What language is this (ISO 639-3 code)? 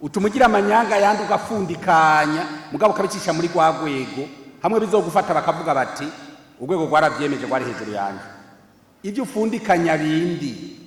run